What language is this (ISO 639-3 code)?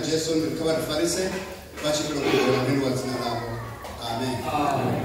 ven